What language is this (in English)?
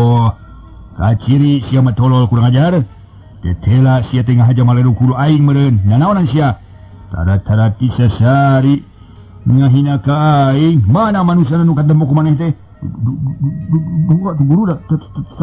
Sundanese